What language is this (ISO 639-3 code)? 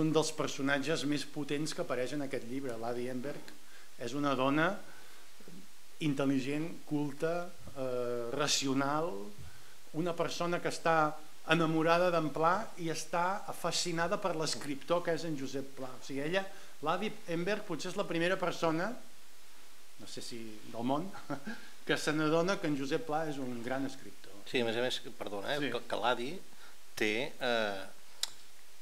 cat